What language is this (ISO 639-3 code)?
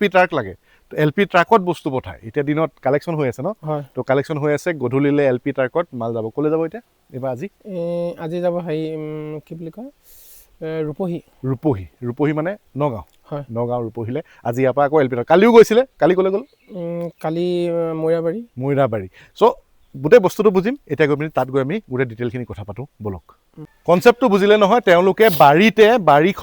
asm